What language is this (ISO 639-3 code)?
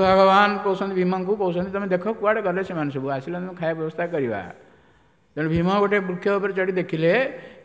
ori